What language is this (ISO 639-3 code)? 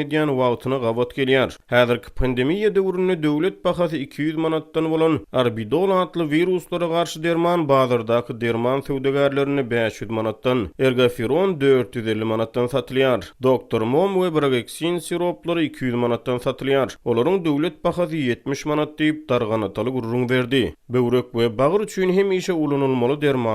tuk